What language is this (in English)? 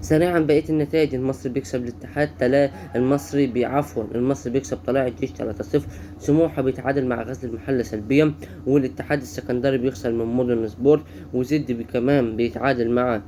Egyptian Arabic